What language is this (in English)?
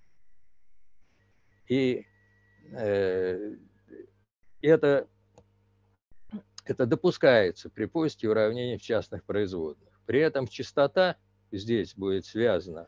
Russian